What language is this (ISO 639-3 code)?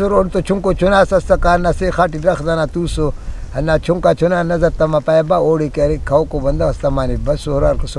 brh